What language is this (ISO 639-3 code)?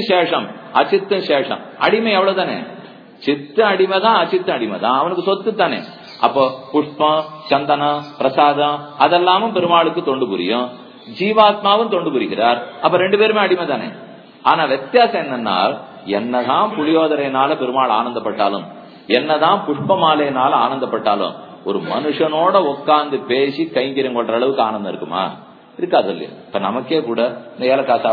tam